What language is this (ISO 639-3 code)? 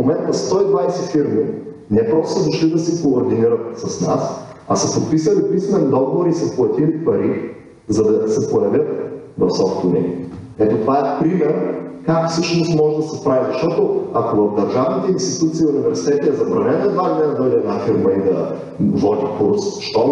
bul